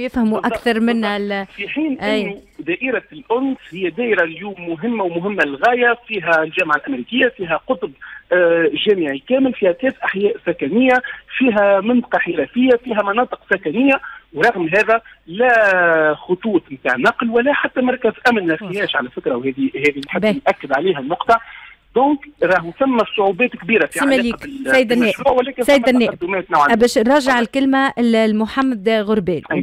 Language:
Tunisian Arabic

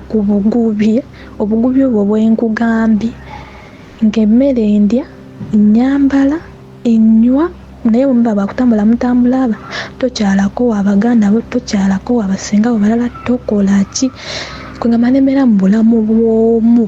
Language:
Ganda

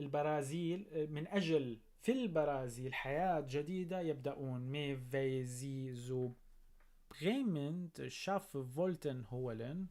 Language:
North Levantine Arabic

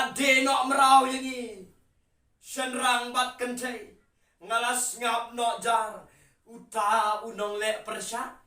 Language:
Khasi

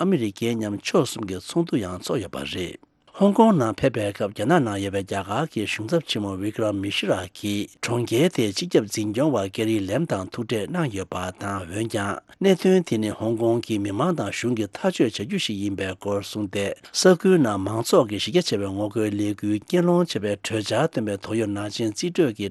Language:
Tibetan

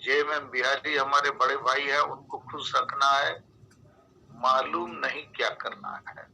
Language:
Santali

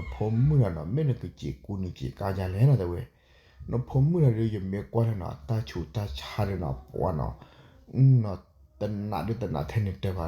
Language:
S'gaw Karen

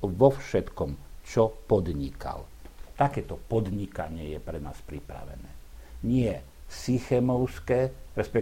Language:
Slovak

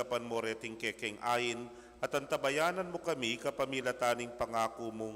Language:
Pampanga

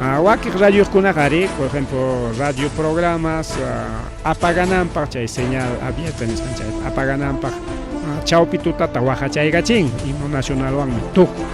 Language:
Ayacucho Quechua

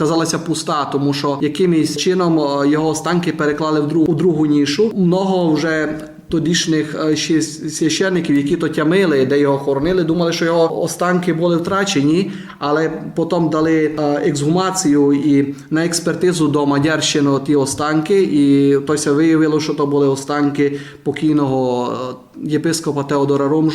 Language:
Rusyn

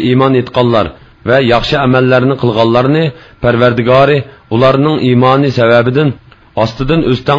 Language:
Uyghur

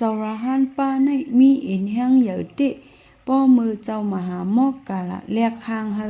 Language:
Shan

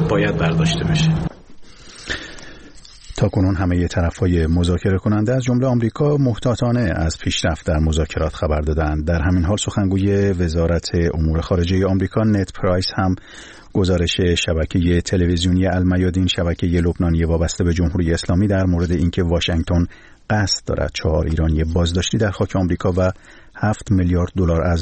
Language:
Persian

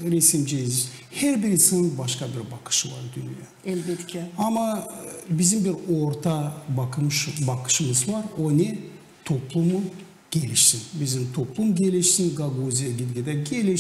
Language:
Gagauz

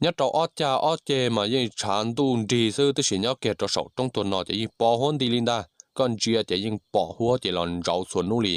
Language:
Hmong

